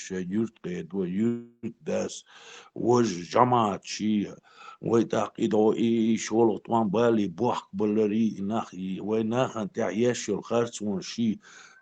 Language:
Chechen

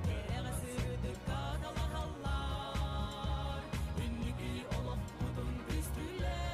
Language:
Yakut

